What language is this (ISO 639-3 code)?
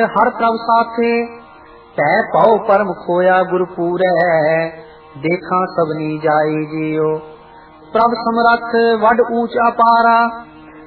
pan